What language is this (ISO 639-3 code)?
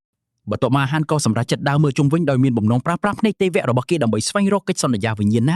khm